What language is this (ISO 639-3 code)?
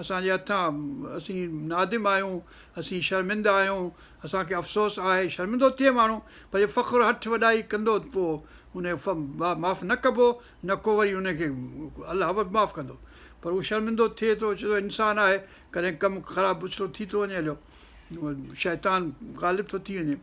snd